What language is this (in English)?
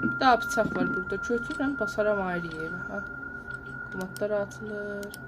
South Azerbaijani